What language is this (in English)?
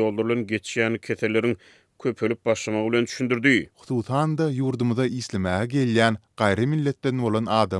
Turkmen